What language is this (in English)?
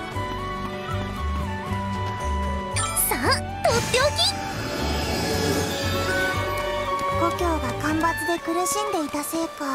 Japanese